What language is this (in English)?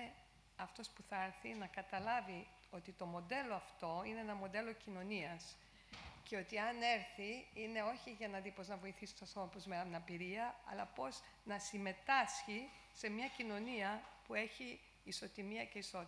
Greek